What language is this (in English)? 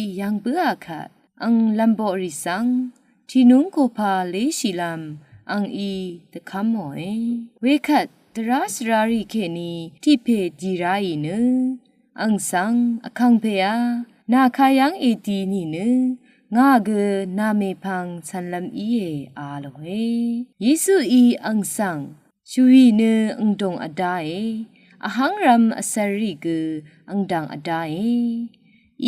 Rawang